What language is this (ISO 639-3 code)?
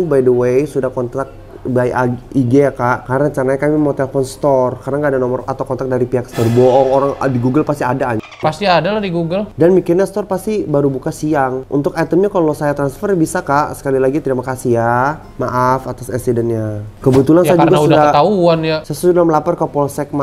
ind